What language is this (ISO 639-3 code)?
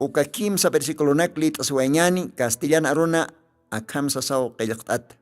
aym